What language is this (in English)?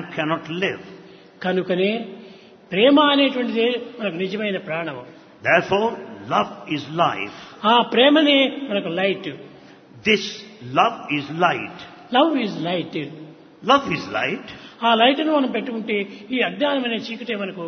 Telugu